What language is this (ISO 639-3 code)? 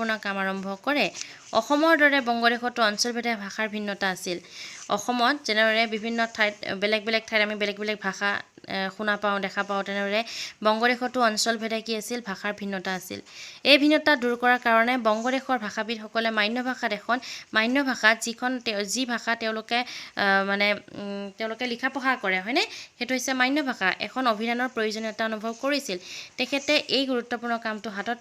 asm